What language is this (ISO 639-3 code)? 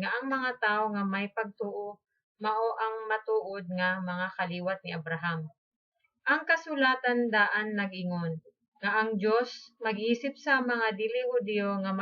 ceb